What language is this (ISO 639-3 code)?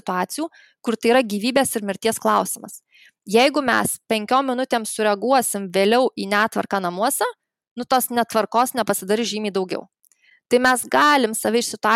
lit